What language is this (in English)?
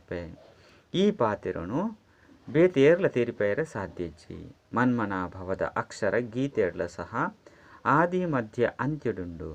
Tulu